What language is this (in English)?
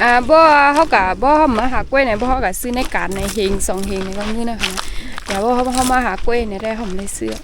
Shan